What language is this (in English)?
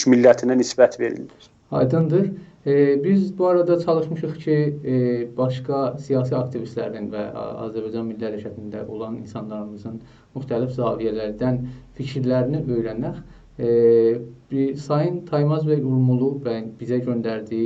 South Azerbaijani